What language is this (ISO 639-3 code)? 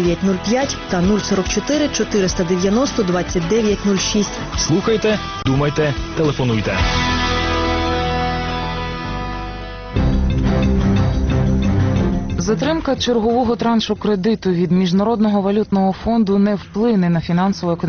ukr